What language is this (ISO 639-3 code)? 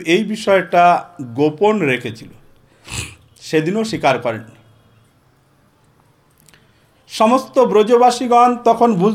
ben